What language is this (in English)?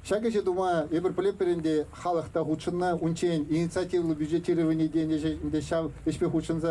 Chuvash